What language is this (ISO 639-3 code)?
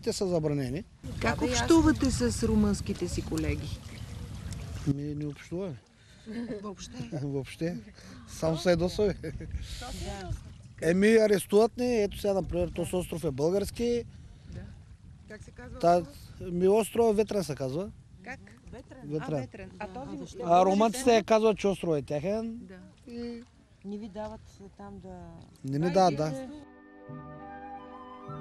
bul